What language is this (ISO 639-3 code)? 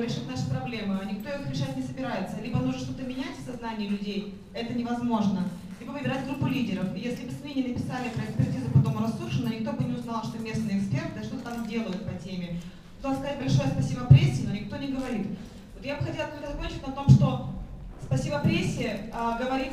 rus